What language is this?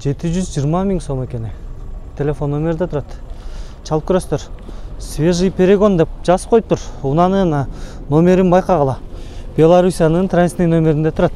Kyrgyz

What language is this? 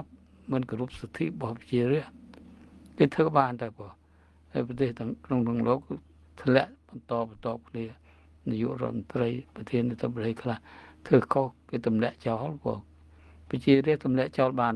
Khmer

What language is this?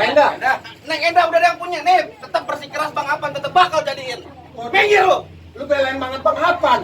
Betawi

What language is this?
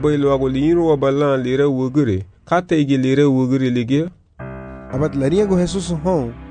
Garifuna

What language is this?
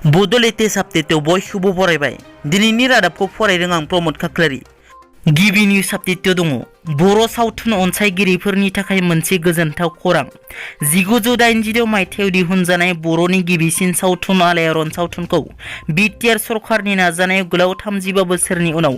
Bodo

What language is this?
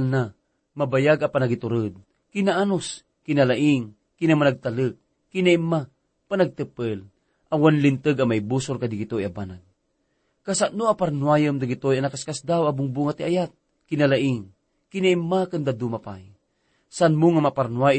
Iloko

